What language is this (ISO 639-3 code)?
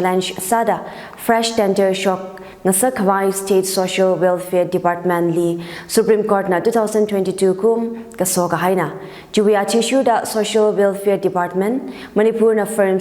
nmf